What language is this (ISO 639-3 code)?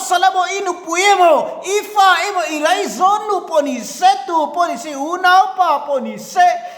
lus